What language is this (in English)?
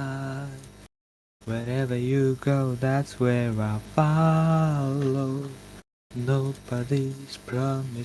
Kara-Kalpak